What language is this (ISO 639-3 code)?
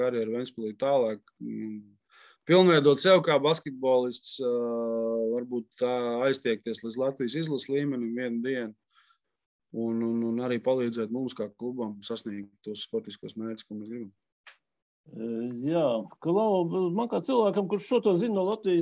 lav